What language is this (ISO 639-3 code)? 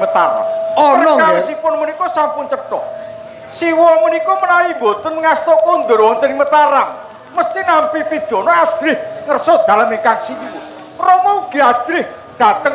jav